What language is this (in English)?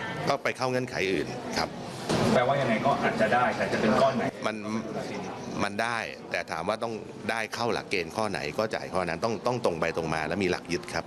Thai